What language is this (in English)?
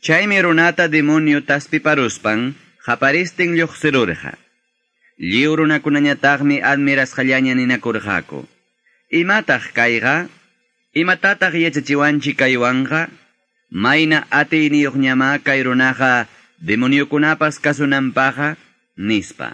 Quechua